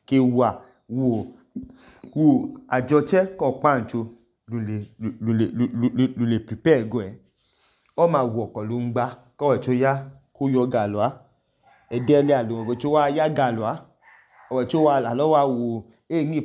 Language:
Idoma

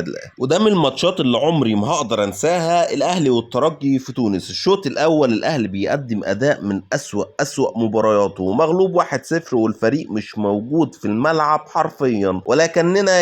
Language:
Egyptian Arabic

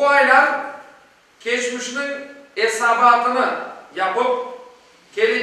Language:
Crimean Tatar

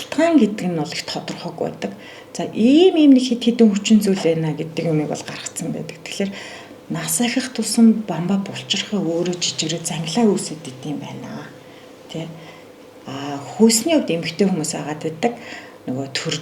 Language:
Mongolian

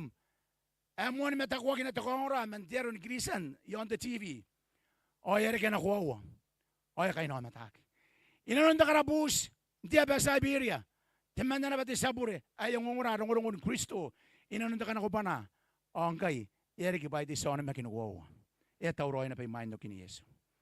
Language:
Gilbertese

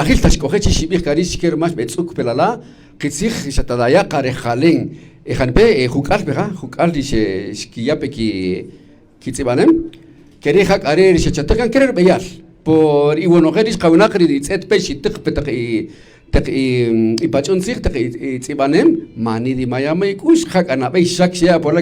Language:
Kaqchikel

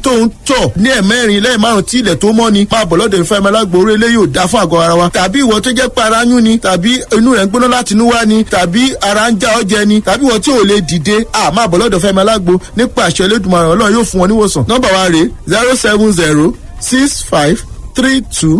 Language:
Yoruba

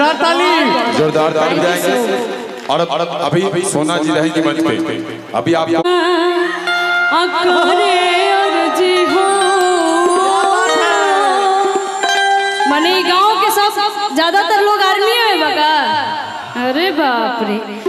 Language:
Bhojpuri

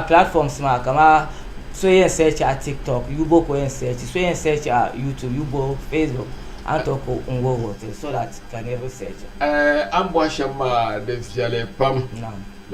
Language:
Dagbani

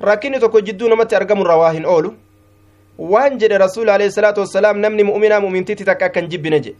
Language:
Somali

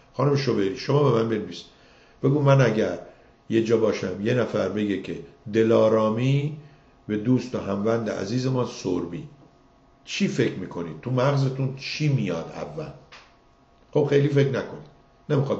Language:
Persian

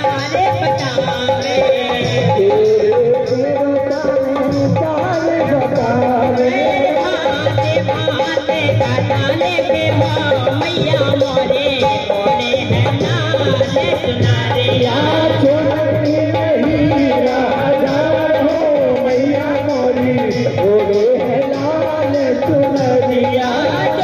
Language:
Bhojpuri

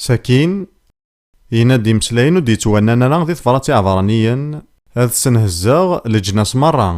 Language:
Kabyle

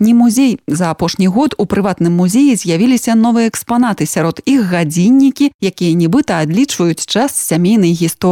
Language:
Belarusian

